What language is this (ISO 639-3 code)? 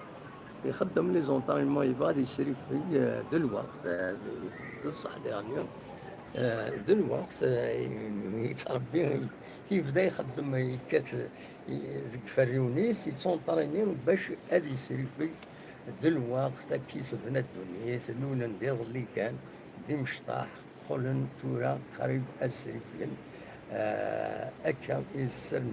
kab